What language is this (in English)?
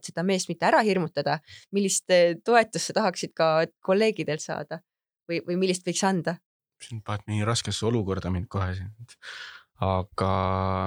Estonian